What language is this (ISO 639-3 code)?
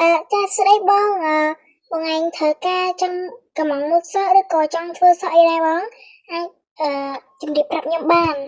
khm